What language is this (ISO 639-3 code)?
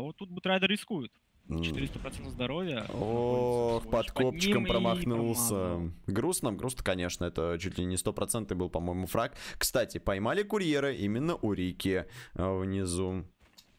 rus